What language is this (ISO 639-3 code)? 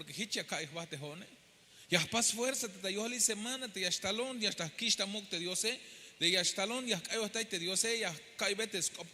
tzh